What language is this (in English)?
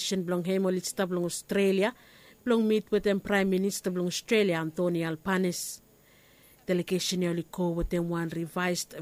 Bislama